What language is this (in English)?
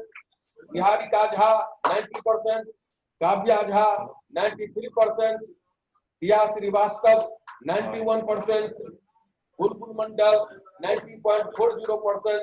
Maithili